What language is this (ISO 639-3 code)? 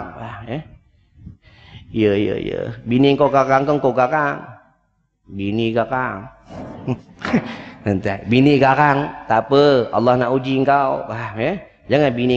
msa